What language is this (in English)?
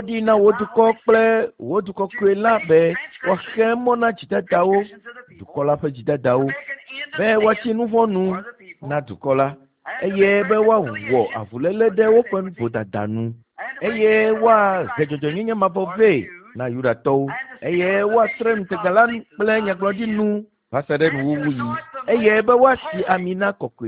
Ewe